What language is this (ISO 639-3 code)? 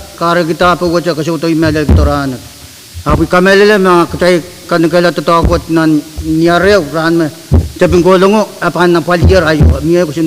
pon